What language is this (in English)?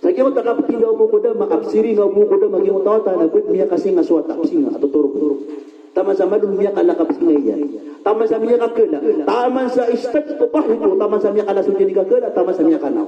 Maranao